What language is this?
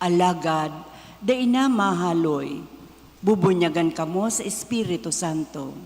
Bikol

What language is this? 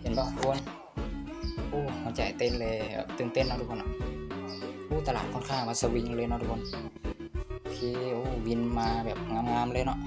Lao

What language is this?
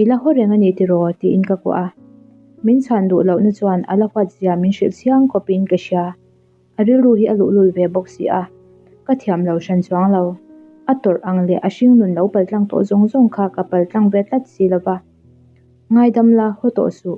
Mizo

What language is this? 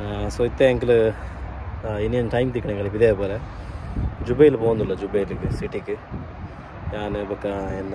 Tulu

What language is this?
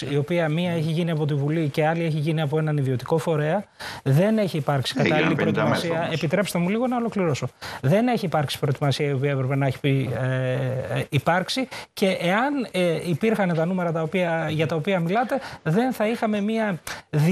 Greek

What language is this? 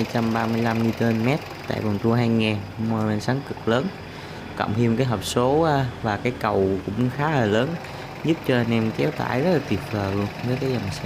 Vietnamese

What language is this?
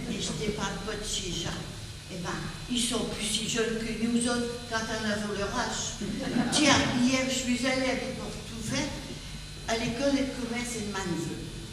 Picard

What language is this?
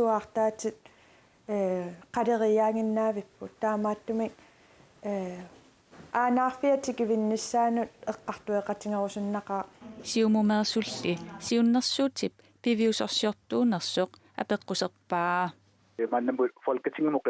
Kalaallisut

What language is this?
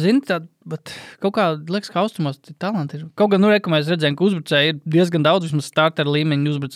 Latvian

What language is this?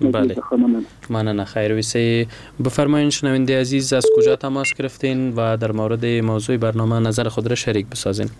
Persian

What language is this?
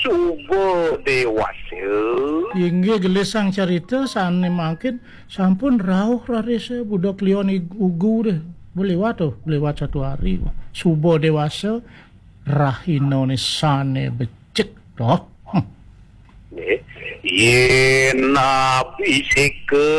Balinese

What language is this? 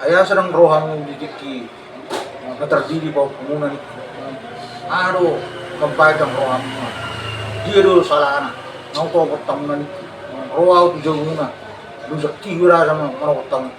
Batak Toba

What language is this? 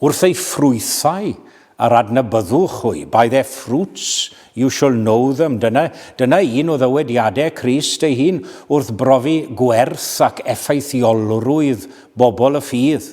Welsh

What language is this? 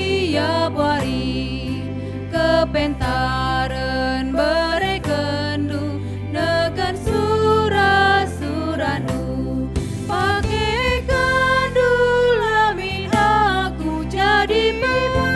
Batak Karo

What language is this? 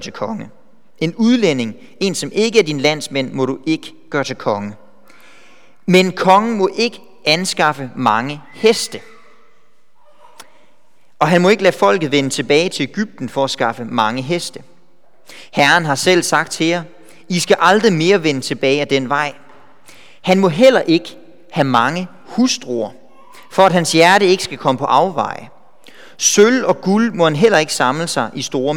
Danish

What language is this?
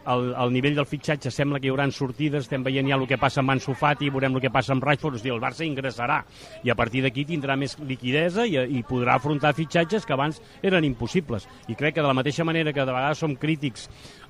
Catalan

